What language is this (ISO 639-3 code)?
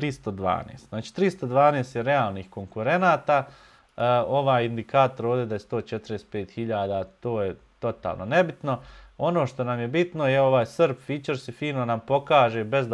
bos